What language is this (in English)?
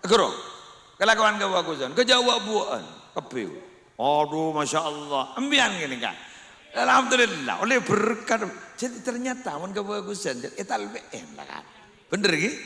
Madurese